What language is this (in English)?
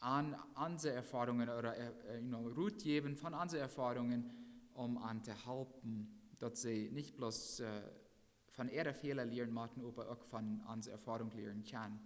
Plautdietsch